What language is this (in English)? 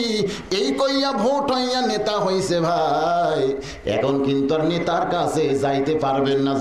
Bangla